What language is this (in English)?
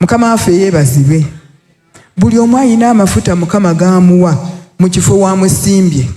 Ganda